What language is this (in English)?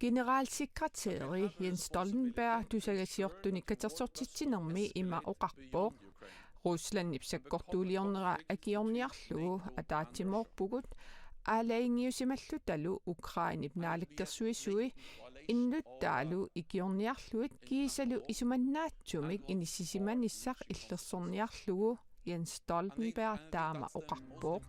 Kalaallisut